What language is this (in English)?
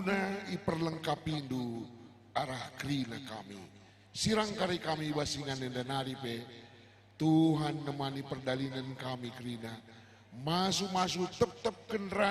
Batak Karo